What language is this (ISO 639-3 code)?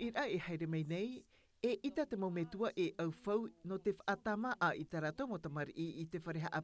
tah